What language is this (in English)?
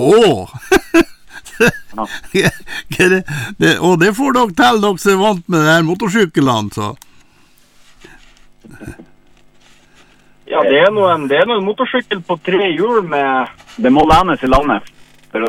Norwegian